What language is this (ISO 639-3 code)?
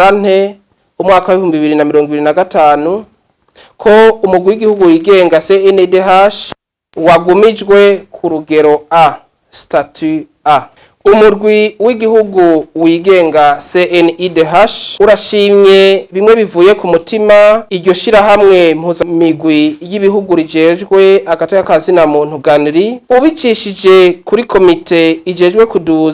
run